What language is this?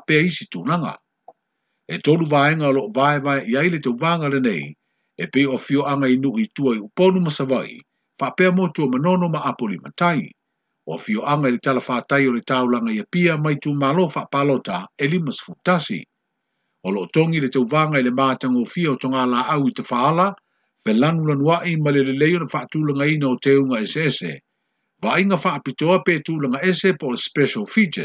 Samoan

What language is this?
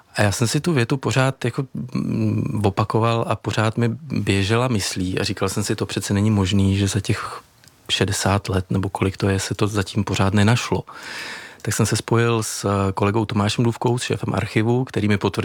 Czech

